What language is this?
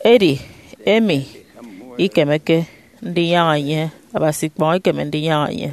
Efik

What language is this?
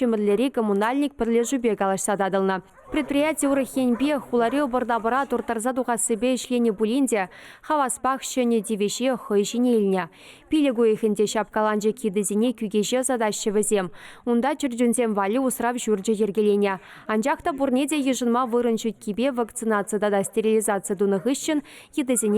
Chuvash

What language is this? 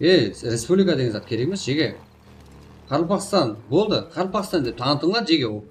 Kara-Kalpak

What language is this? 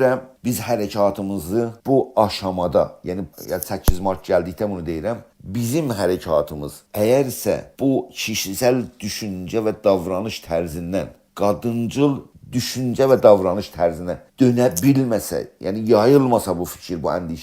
South Azerbaijani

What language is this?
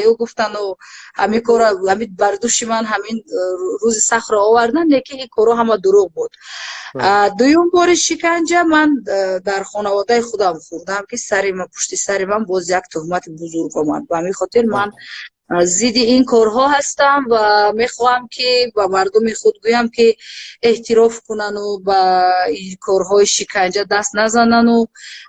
Tajik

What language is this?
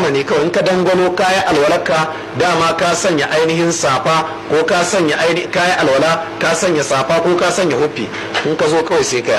Hausa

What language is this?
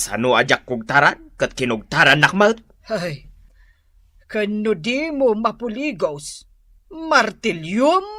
Iloko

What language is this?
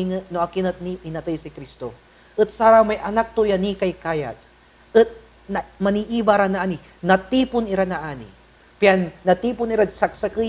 Pangasinan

